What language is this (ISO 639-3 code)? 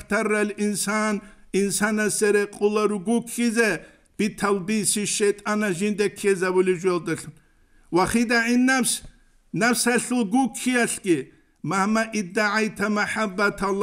ava